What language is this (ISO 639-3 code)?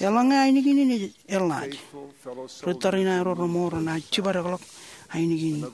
mah